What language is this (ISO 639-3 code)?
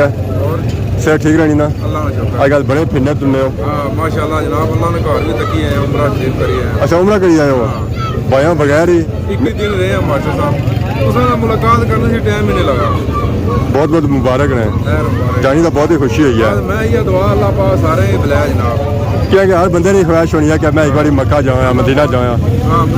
phr